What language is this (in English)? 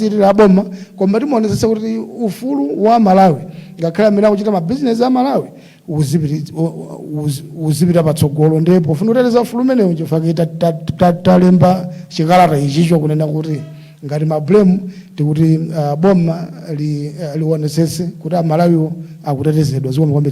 Nyanja